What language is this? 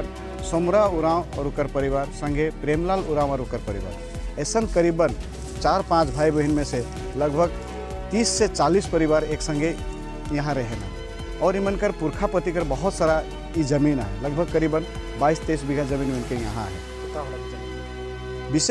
Sadri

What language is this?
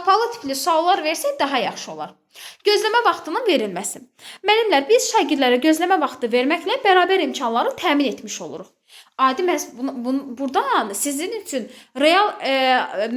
Azerbaijani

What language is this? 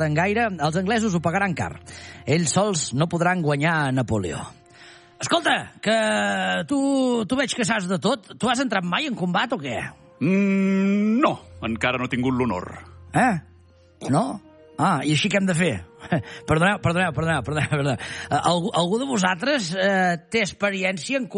Catalan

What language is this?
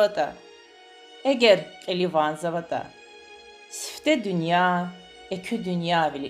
Lezghian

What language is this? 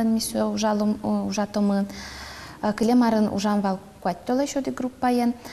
Udmurt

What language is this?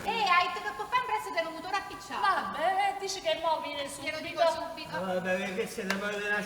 Neapolitan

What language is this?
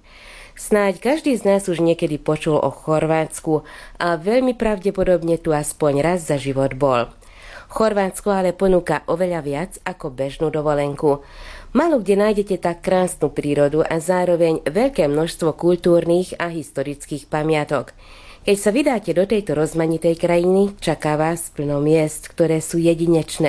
Slovak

